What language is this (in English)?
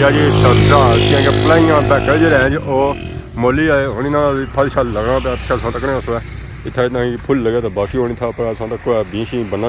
Pahari-Potwari